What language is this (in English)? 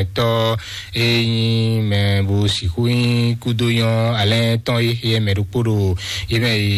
Fon